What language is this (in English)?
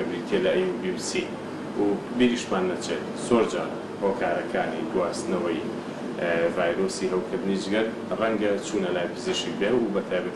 Central Kurdish